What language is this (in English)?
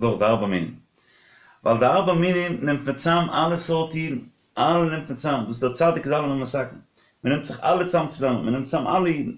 Yiddish